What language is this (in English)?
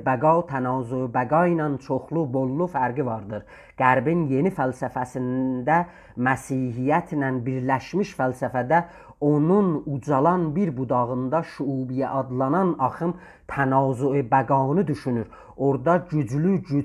South Azerbaijani